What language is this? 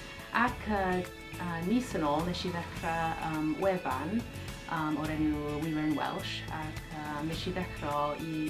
Welsh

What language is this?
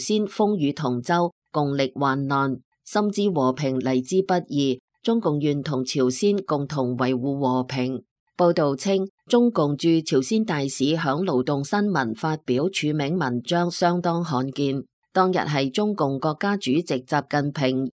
Cantonese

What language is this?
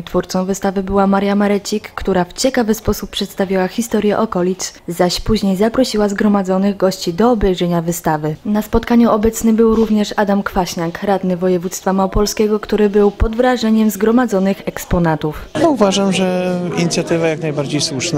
Polish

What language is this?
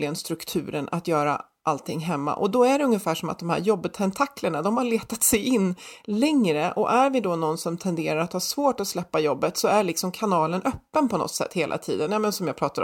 Swedish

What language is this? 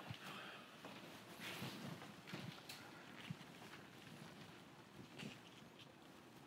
Burmese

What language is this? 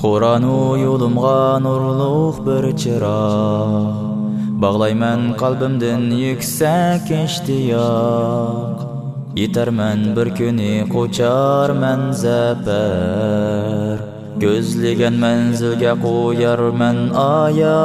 Uyghur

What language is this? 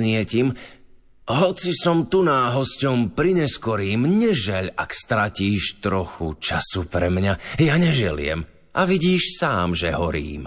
Slovak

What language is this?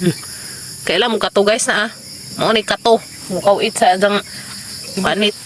Cebuano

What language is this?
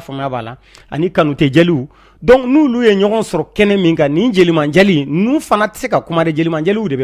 Bambara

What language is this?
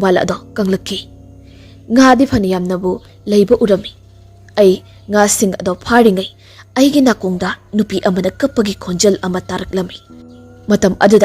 Manipuri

